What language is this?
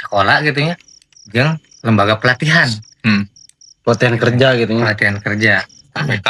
Sundanese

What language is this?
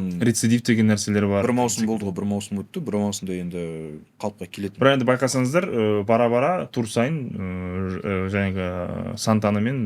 Kazakh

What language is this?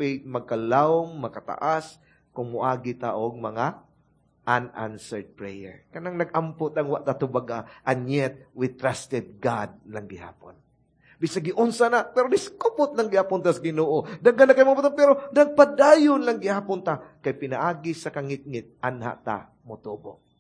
Cebuano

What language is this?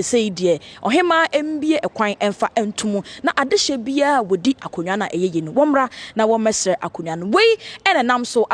Akan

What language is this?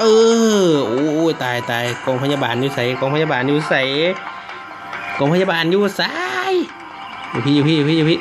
Lao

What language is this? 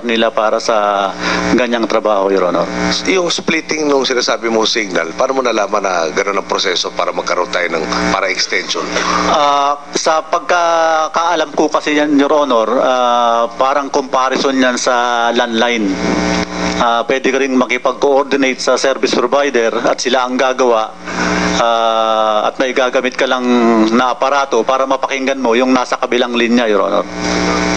Filipino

